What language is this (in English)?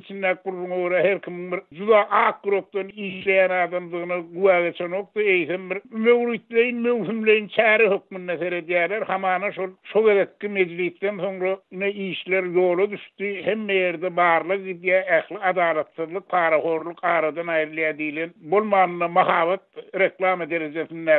Turkmen